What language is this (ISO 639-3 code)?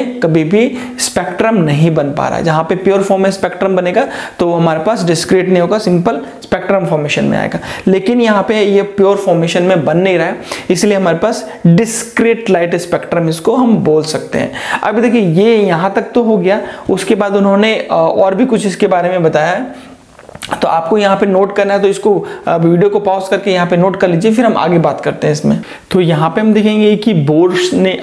hin